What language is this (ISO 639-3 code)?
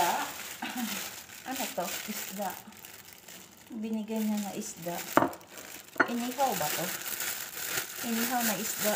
fil